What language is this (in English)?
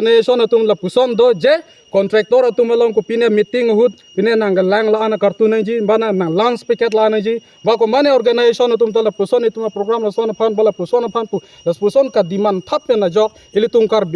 Karbi